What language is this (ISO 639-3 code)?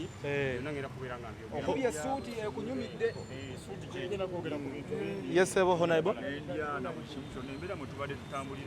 lug